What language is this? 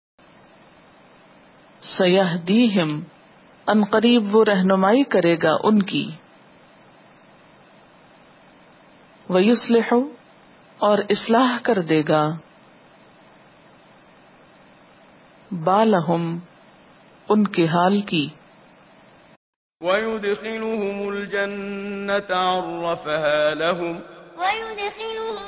Urdu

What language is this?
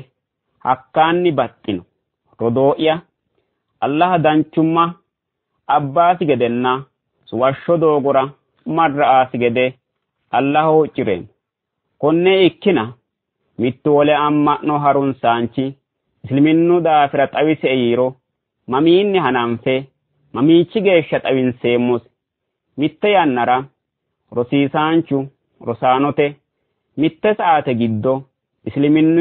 Sidamo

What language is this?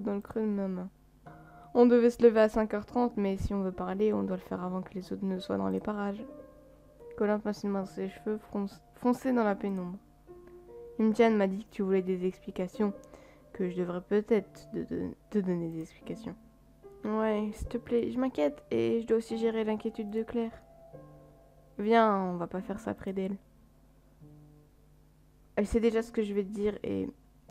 French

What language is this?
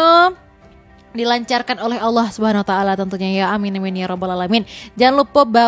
Minangkabau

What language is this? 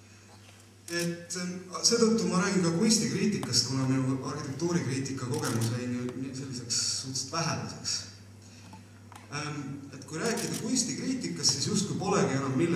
Estonian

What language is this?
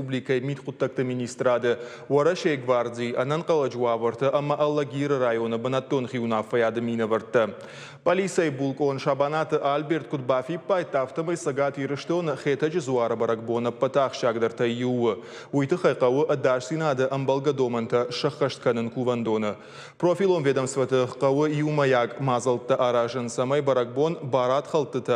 Ossetic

